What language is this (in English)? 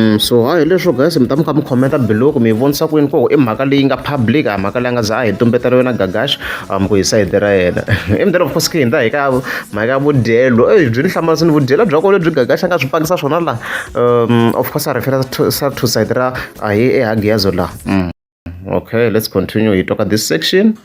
Tsonga